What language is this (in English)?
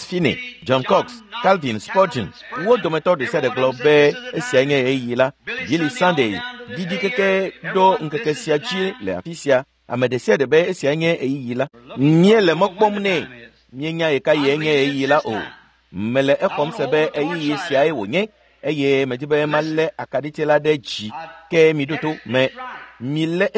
Ewe